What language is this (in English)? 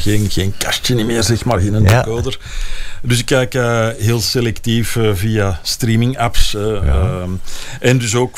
Dutch